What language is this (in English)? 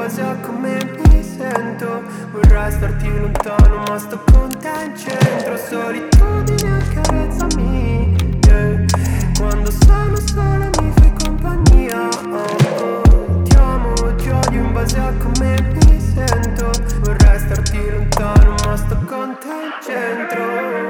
Italian